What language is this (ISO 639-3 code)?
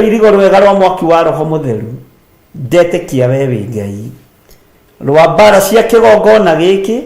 kik